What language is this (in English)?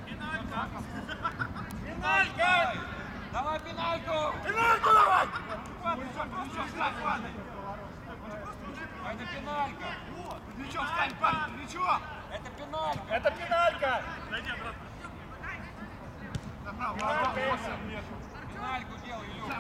Russian